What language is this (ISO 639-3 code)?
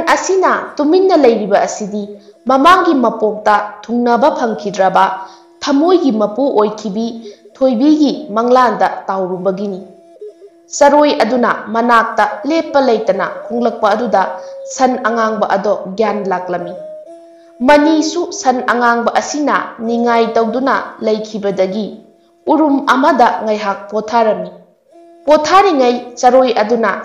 mni